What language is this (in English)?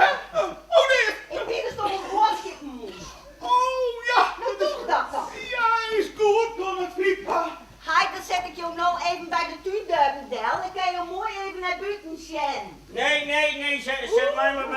Western Frisian